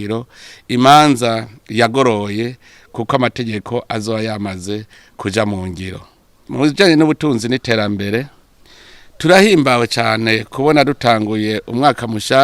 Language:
Rundi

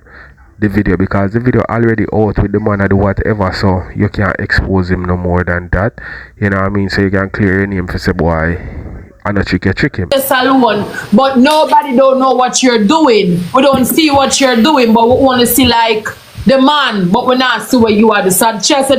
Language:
Jamaican Creole English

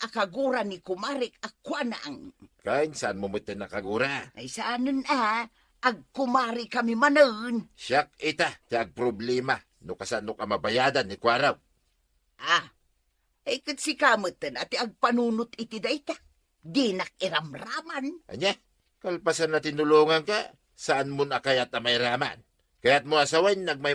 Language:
Iloko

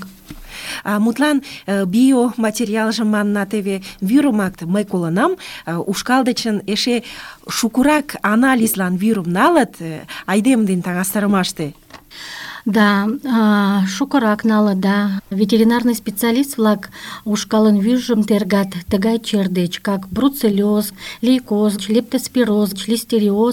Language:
Mari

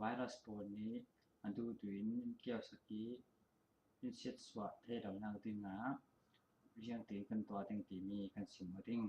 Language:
Falam Chin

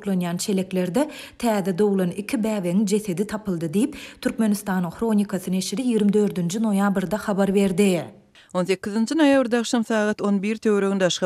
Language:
Turkmen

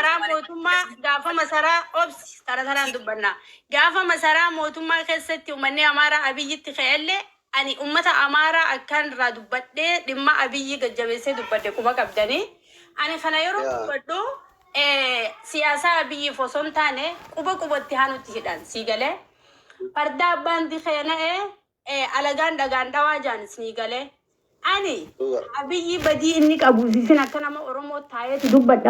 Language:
Oromo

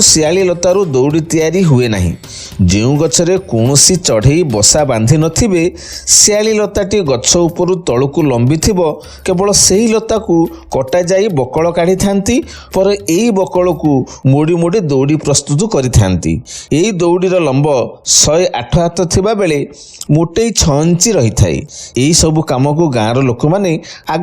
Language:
Odia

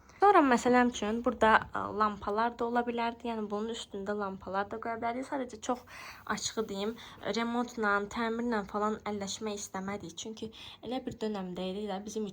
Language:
Azerbaijani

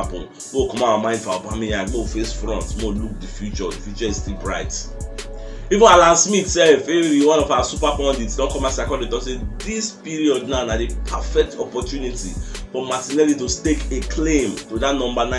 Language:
Nigerian Pidgin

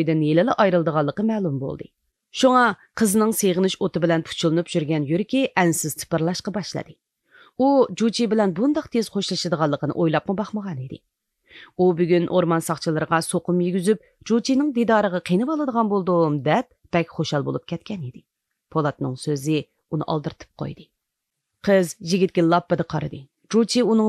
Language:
Uyghur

